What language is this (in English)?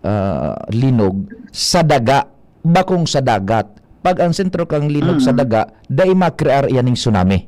Bikol